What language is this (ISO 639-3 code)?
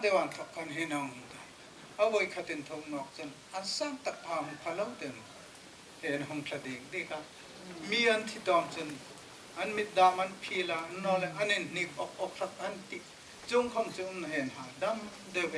hmr